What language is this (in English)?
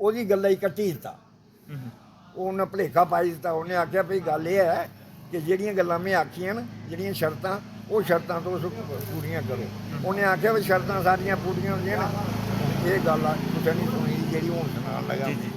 Dogri